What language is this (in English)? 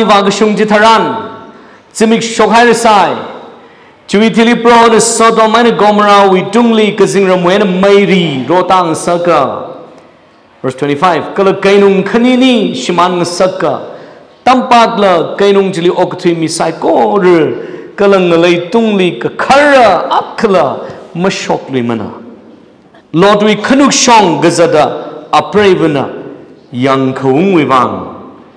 Tangkhul Naga (India)